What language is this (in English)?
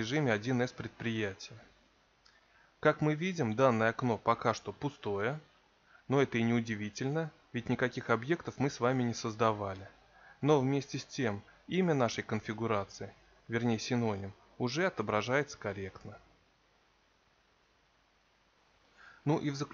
Russian